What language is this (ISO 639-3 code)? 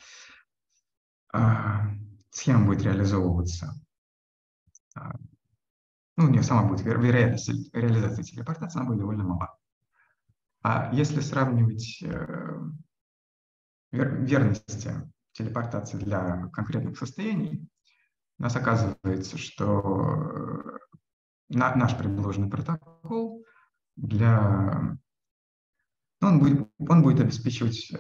rus